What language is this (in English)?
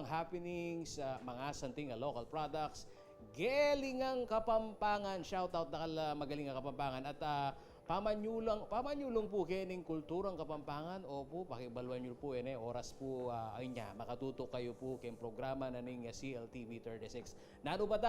Pampanga